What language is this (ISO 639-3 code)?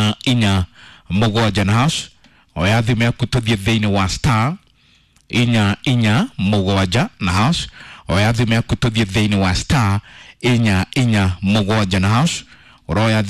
kik